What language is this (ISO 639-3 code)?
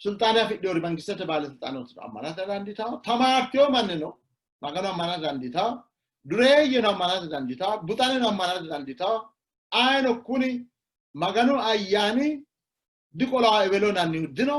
sid